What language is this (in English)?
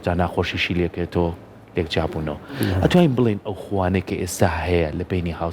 Central Kurdish